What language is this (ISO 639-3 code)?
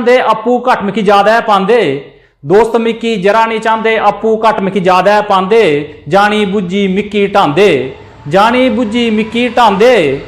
doi